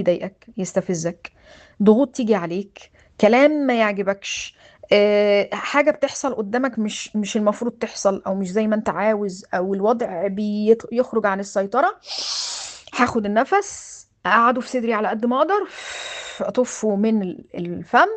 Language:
Egyptian Arabic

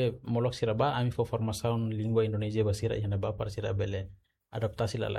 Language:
Tetum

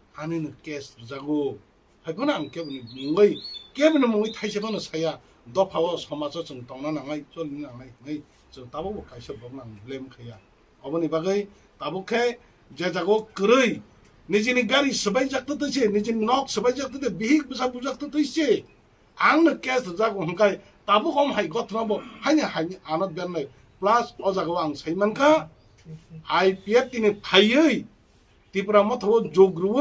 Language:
Kok Borok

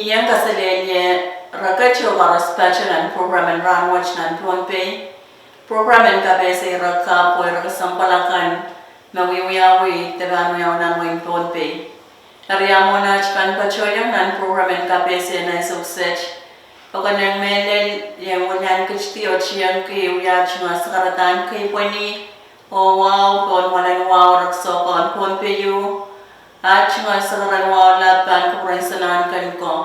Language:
Pohnpeian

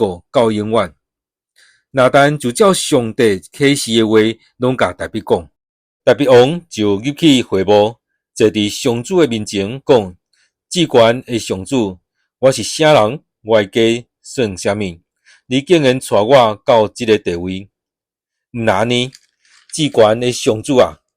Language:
Min Nan Chinese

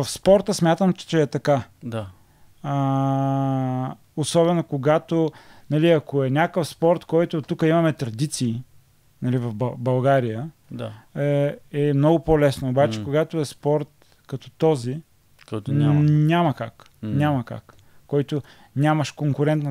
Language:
Bulgarian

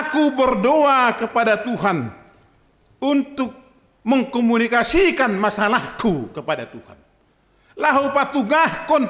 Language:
Batak Simalungun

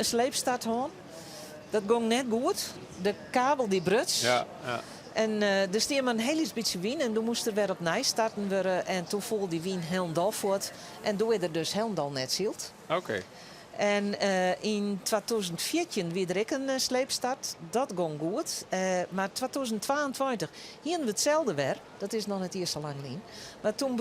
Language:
Western Frisian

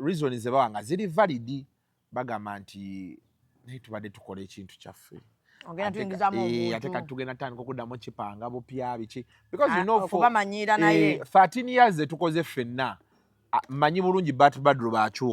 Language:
Ganda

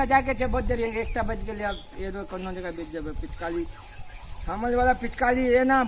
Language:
Maithili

